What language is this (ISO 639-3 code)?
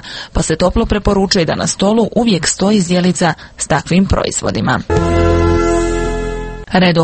hrv